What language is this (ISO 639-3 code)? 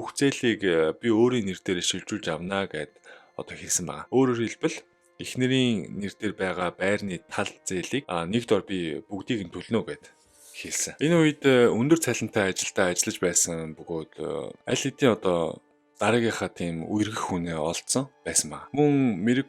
mon